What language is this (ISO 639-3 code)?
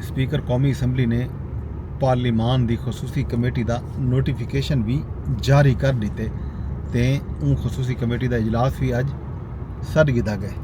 skr